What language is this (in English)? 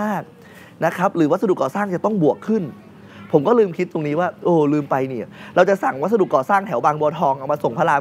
Thai